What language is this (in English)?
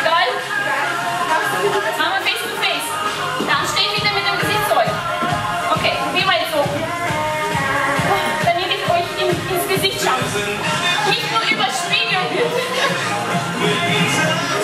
German